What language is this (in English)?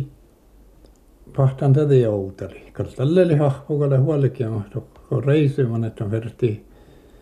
Finnish